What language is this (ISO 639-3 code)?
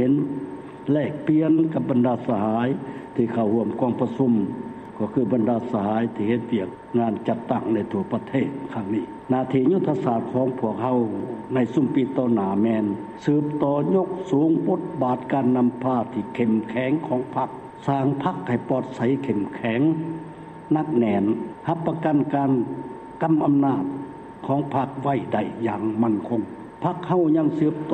lao